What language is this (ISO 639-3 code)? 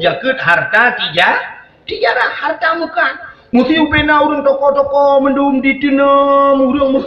ace